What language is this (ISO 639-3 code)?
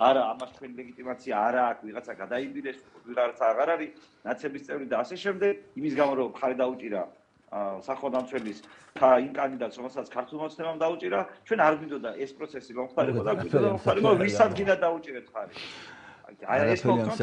kat